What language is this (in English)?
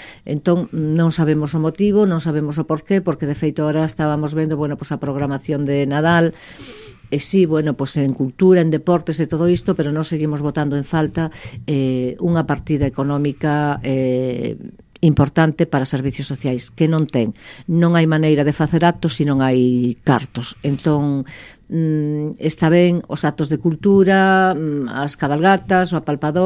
Galician